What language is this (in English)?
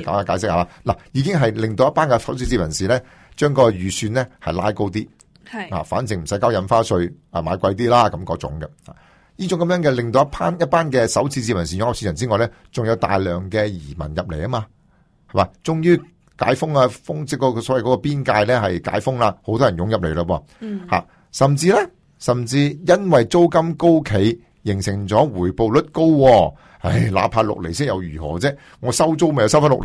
Cantonese